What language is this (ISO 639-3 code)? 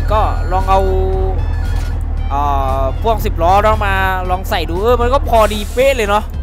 tha